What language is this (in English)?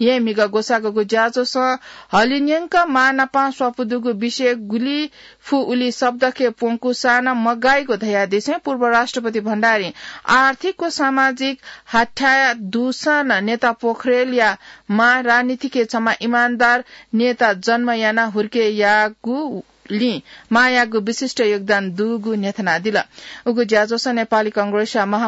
Newari